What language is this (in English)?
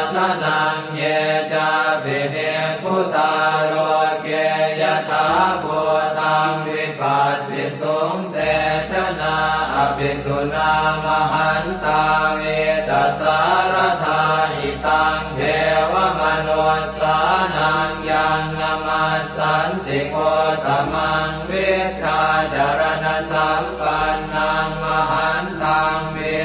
Pali